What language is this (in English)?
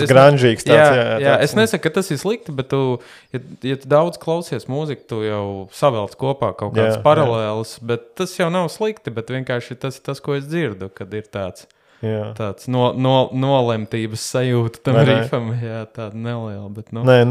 Latvian